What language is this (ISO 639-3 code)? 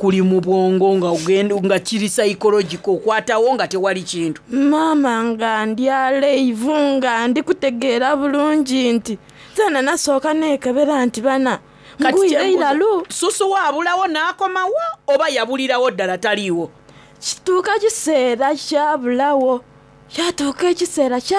xog